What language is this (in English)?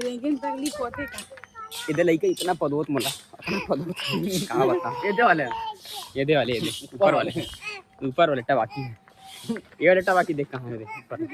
Chhattisgarhi